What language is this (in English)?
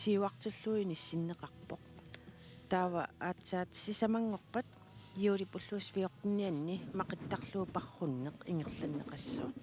Kalaallisut